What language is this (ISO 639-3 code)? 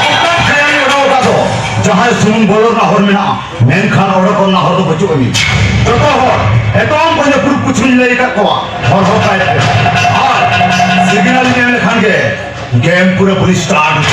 sat